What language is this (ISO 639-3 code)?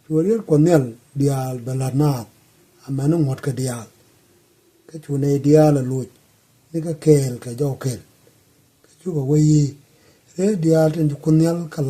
nus